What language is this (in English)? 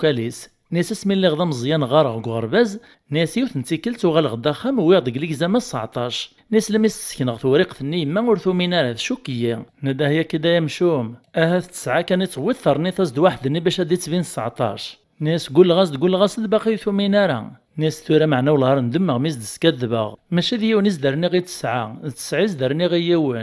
Kabyle